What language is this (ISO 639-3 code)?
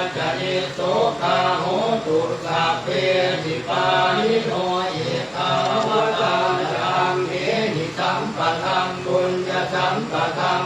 pli